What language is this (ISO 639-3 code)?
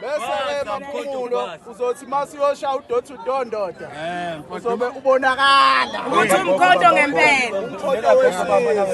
zul